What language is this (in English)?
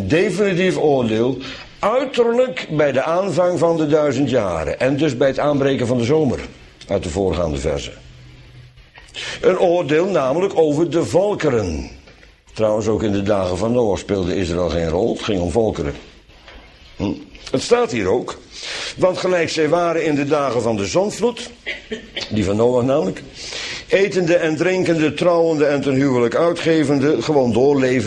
Dutch